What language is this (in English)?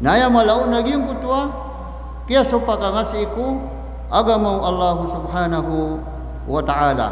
Maranao